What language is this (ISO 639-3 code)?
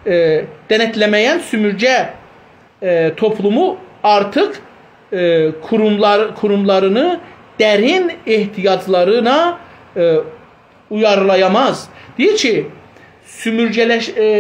azb